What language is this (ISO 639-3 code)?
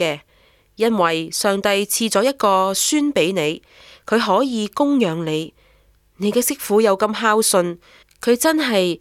yue